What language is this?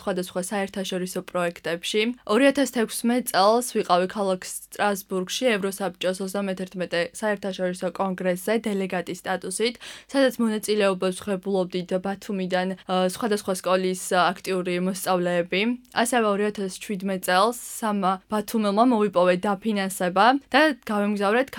Georgian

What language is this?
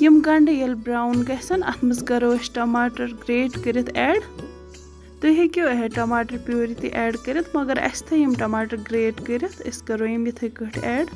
Kashmiri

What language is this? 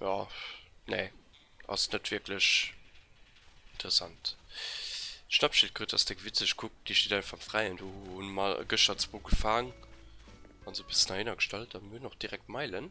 Luxembourgish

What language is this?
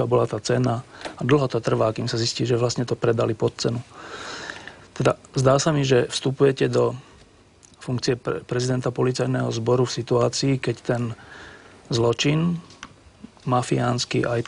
Slovak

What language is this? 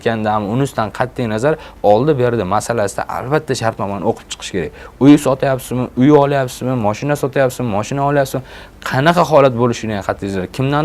Uzbek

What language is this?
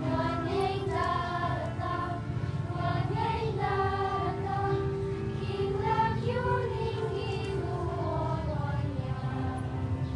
Pampanga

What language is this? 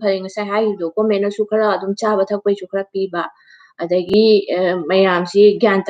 Manipuri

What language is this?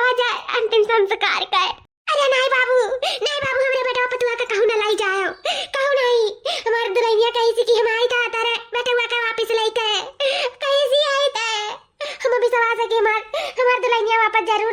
Awadhi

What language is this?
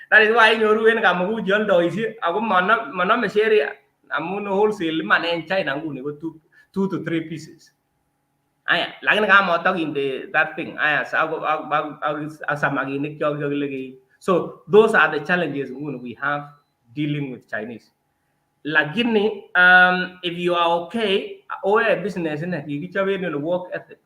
Kalenjin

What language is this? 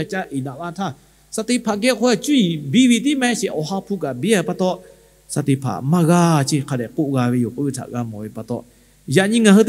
Lahu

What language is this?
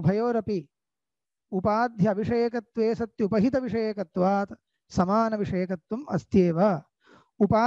Sanskrit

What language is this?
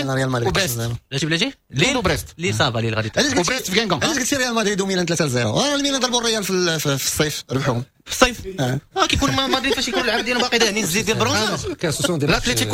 Moroccan Arabic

